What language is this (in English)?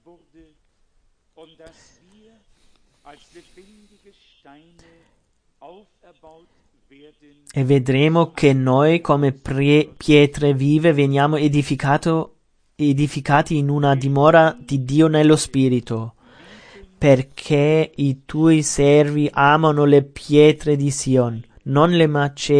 Italian